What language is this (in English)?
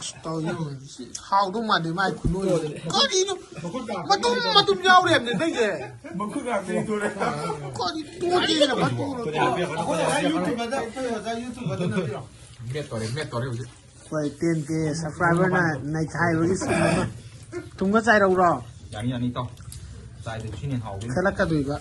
Manipuri